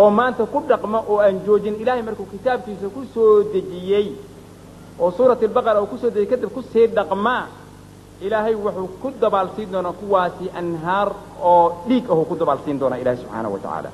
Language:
Somali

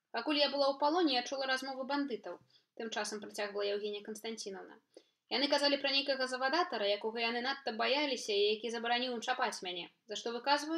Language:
Belarusian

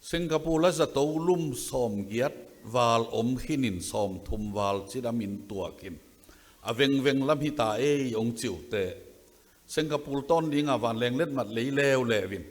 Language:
Tedim Chin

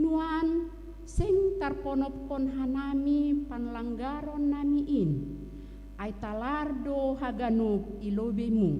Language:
Batak Simalungun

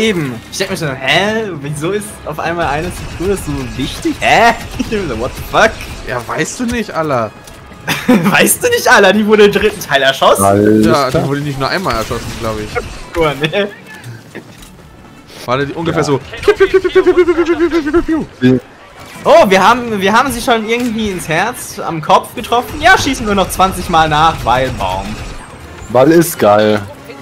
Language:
German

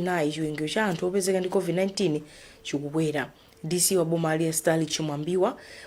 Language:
Nyanja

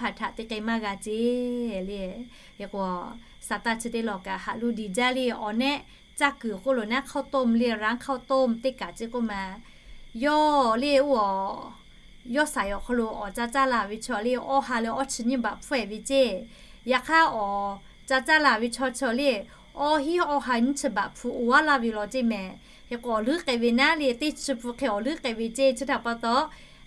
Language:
Lahu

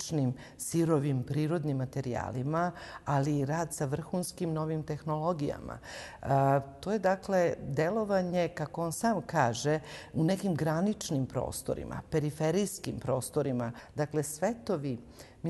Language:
Serbian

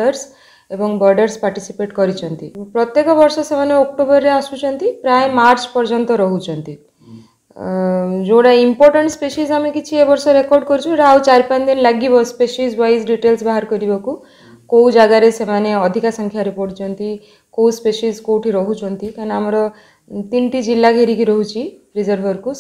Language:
Odia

